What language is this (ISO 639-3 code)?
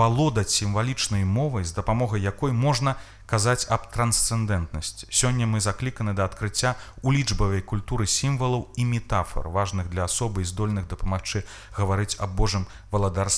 bel